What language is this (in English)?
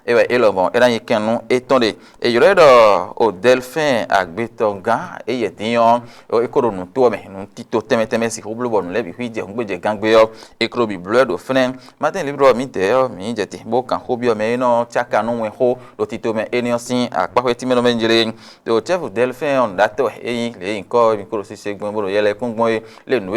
Fon